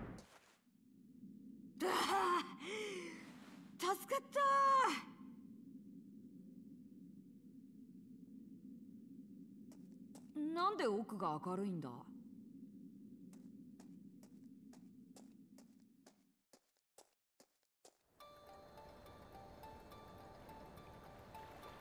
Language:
Japanese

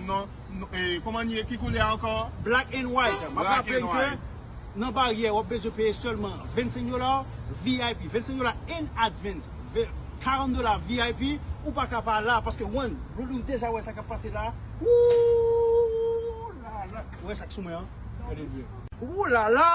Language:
Haitian Creole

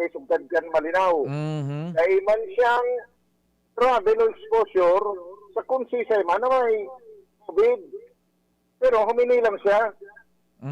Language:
Bikol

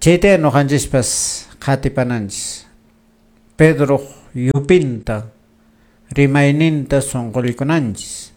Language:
Quechua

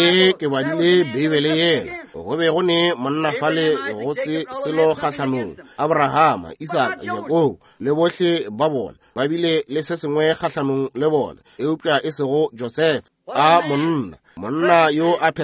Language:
Northern Sotho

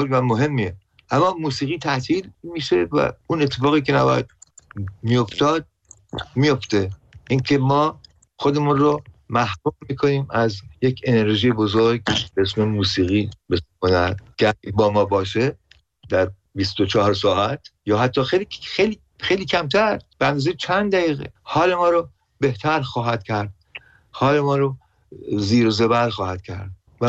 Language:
Persian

